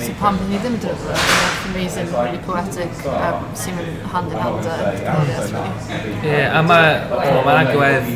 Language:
Welsh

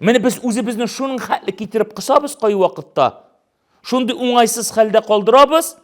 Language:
Tatar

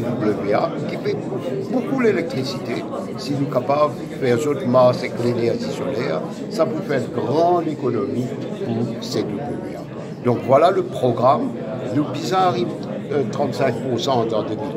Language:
Morisyen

